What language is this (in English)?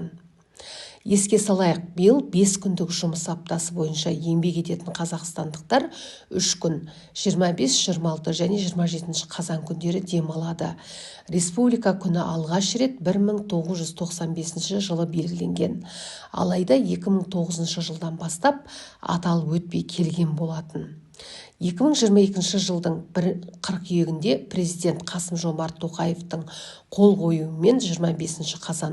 Kazakh